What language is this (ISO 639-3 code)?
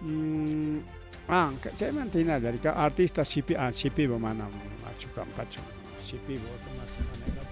quy